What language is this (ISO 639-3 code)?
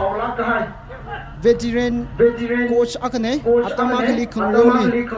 nmf